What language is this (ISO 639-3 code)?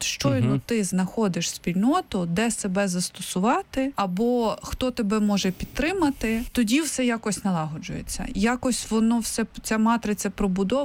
ukr